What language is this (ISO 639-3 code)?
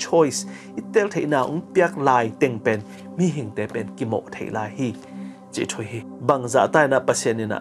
ctd